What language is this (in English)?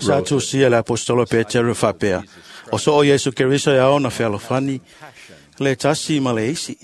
Samoan